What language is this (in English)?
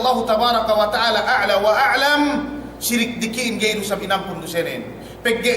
Yakan